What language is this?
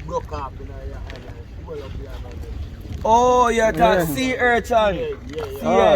Jamaican Creole English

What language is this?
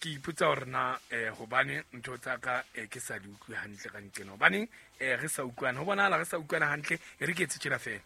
Southern Sotho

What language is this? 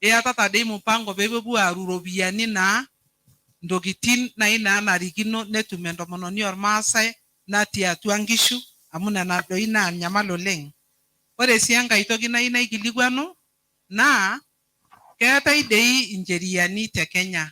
Masai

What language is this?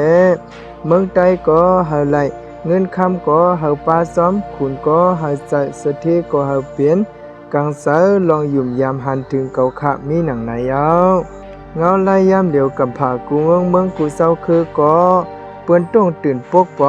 Shan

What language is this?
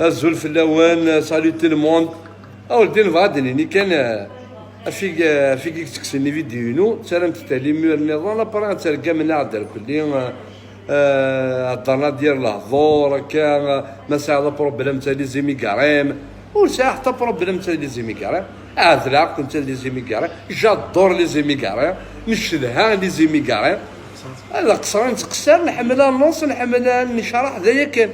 Kabyle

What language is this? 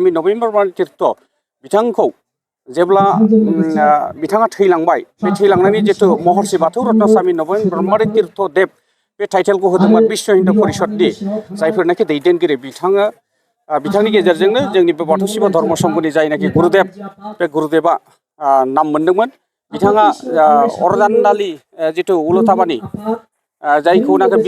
Bodo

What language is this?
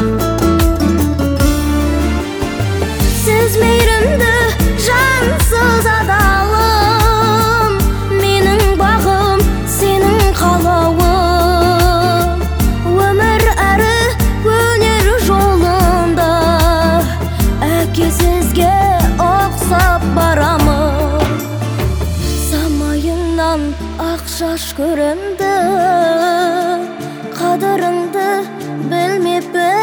Kazakh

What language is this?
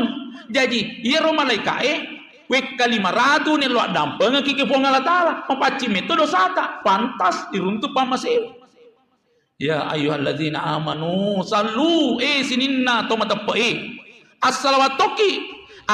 Buginese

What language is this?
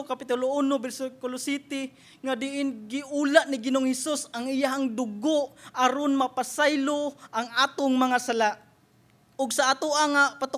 Cebuano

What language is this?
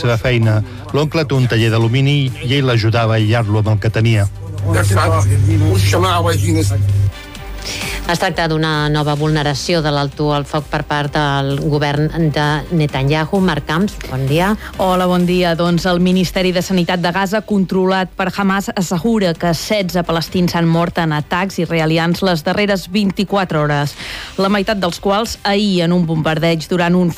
Catalan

